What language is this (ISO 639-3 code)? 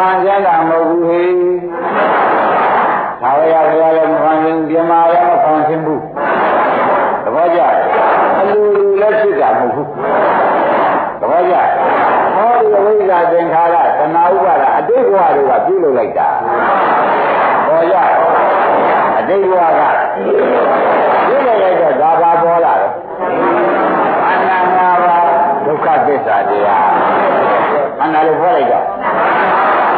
mya